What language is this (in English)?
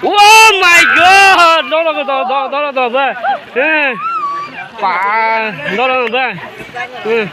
Kok Borok